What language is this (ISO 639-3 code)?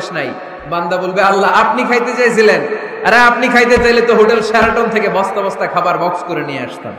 ben